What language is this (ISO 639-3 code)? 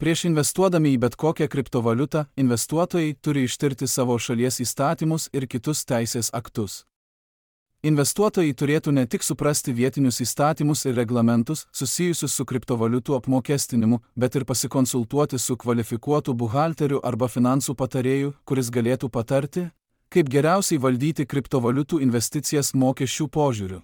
lit